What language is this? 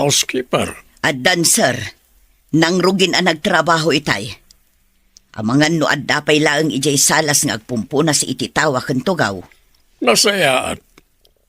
Iloko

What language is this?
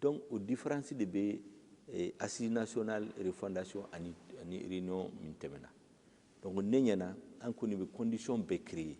Bambara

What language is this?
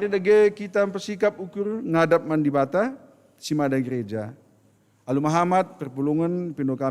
Batak Karo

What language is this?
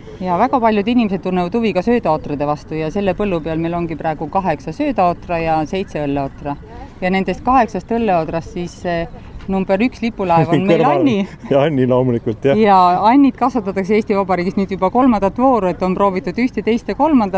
Estonian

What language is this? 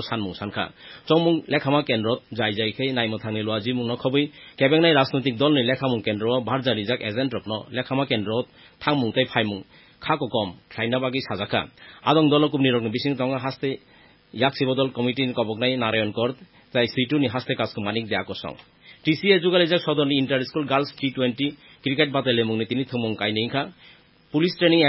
Kok Borok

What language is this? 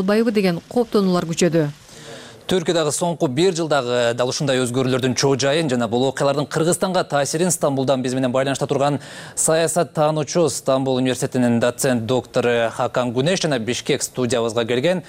Kyrgyz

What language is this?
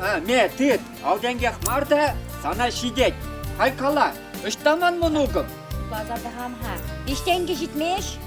Chuvash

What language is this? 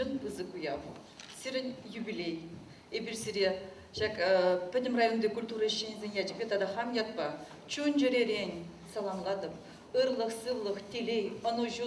Chuvash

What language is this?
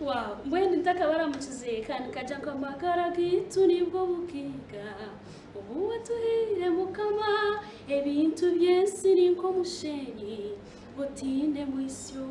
Nyankole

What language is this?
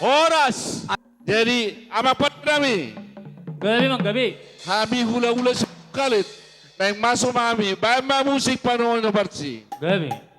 Batak Toba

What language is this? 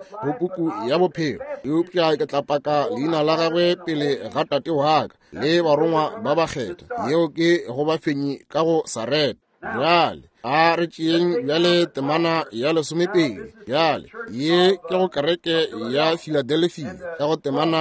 Northern Sotho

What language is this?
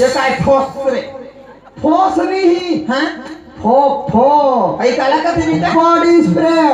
Chhattisgarhi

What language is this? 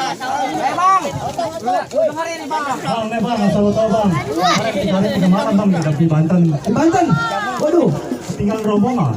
Betawi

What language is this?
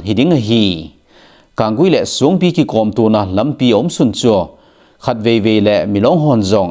Thado Chin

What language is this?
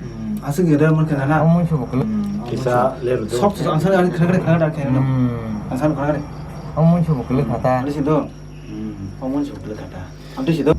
Kok Borok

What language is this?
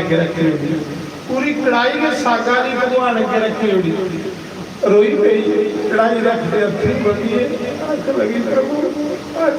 Dogri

